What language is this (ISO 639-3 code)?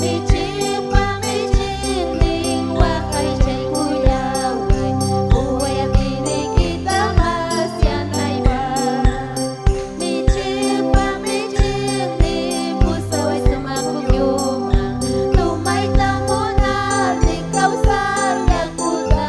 quy